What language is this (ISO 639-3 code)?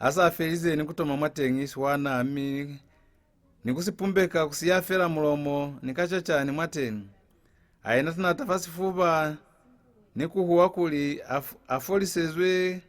loz